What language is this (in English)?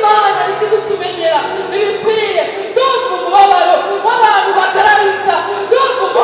Rundi